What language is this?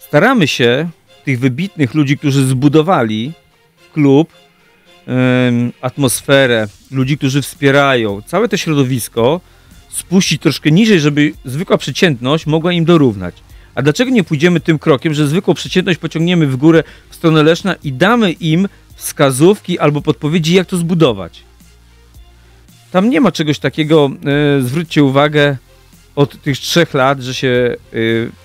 Polish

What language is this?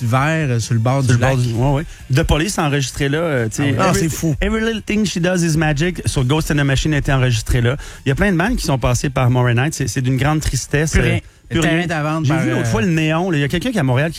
French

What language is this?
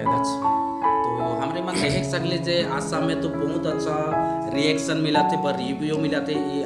Sadri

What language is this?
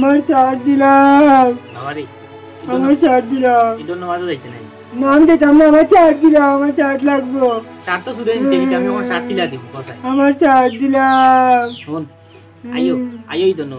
Sylheti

